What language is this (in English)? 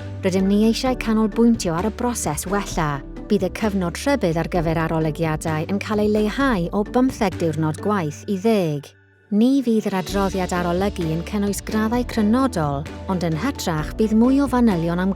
Welsh